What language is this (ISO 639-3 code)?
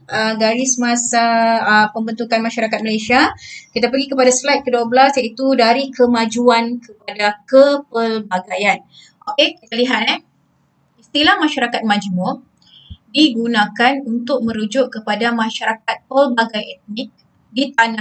msa